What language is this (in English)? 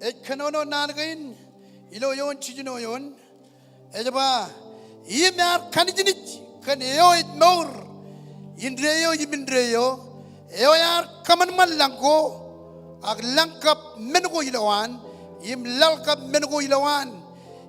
Marshallese